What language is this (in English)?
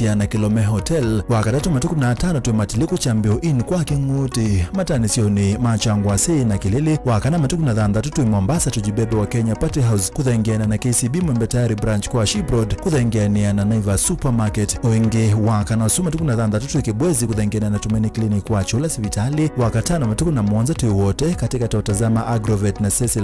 Kamba